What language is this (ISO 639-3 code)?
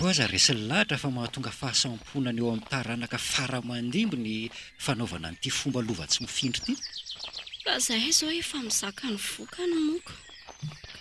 mlg